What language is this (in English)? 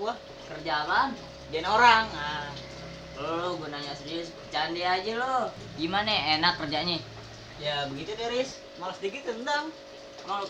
Betawi